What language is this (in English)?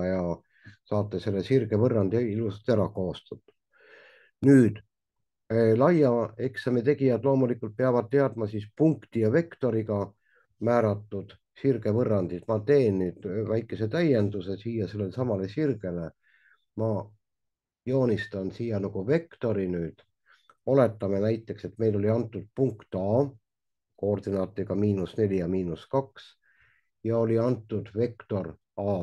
Estonian